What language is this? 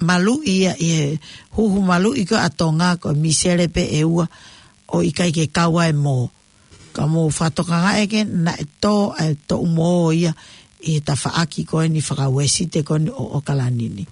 Tongan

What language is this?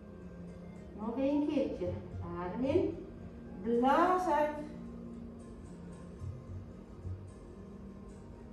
Dutch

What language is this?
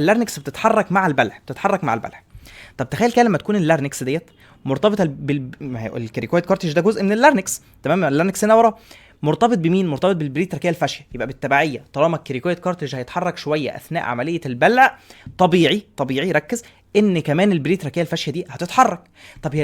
Egyptian Arabic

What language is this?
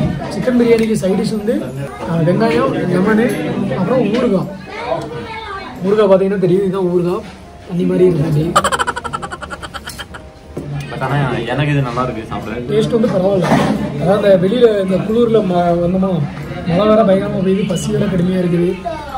Tamil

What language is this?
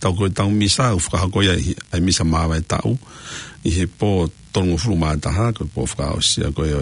Tongan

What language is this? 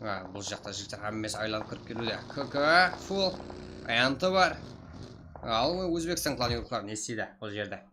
Kara-Kalpak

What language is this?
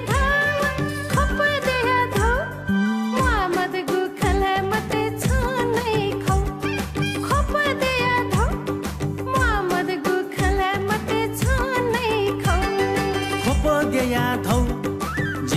Newari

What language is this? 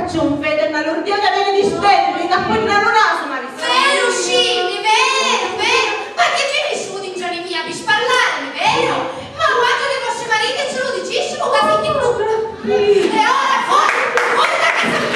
Sicilian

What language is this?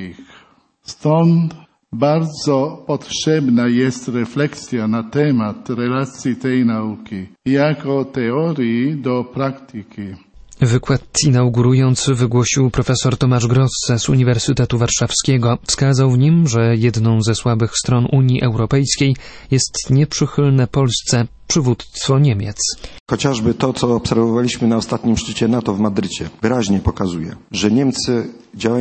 Polish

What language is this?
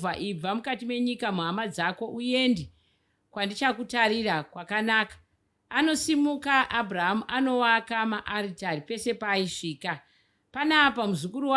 Shona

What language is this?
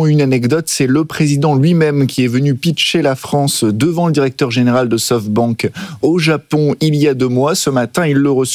French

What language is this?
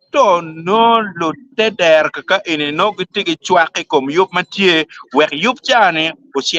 Acoli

